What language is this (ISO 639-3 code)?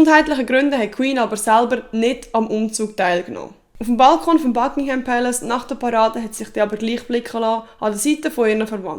gsw